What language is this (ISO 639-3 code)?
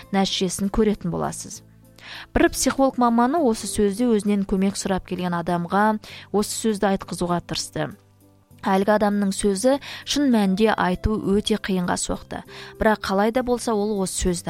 kaz